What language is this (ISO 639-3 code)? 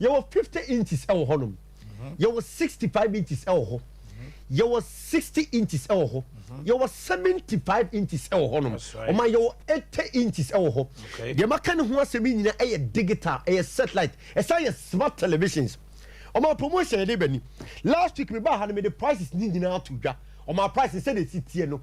aka